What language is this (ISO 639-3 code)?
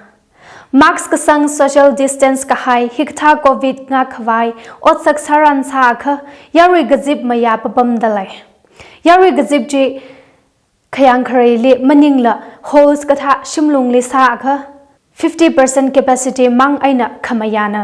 nmf